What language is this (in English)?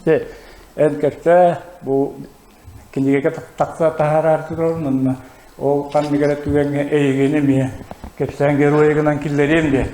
Yakut